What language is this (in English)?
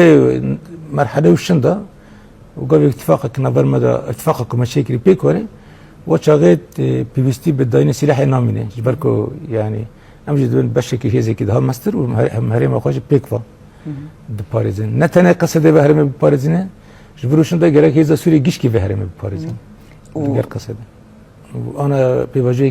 Kurdish